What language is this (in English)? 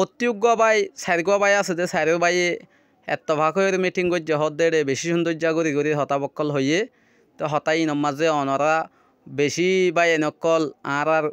Rohingya